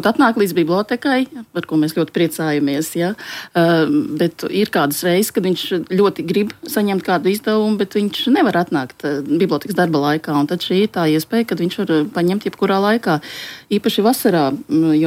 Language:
Latvian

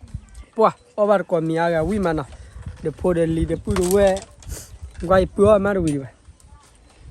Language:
S'gaw Karen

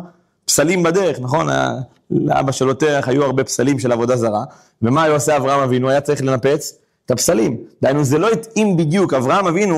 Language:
Hebrew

